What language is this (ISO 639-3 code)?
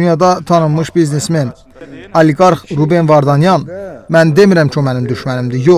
aze